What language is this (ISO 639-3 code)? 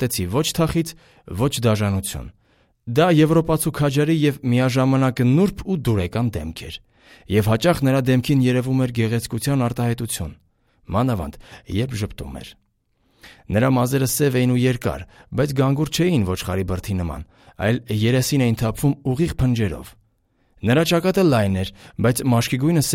hye